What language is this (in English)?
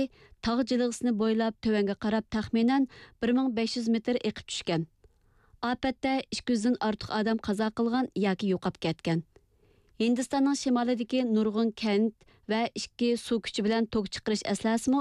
Uyghur